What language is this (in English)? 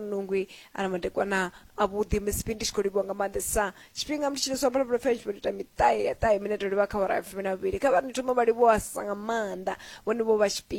Venda